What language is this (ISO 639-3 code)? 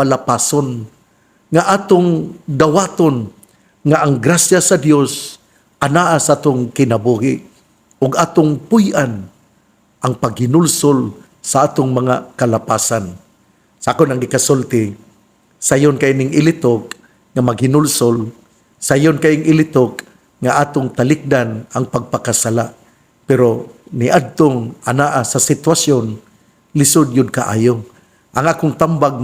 ceb